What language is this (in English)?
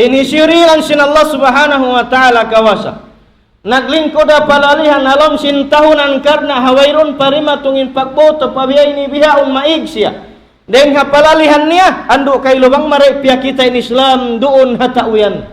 Tausug